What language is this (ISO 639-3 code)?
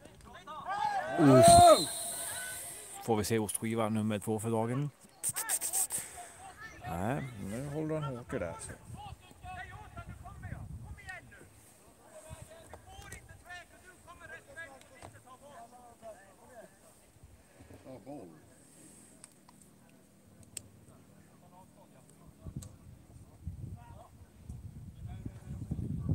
swe